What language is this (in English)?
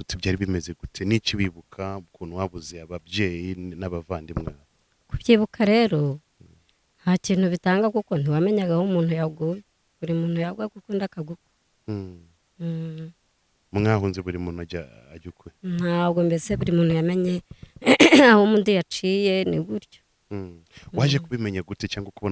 Kinyarwanda